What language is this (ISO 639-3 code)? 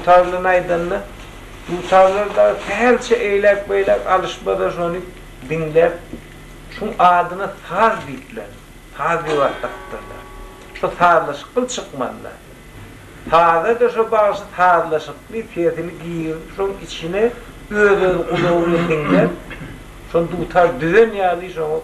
tuk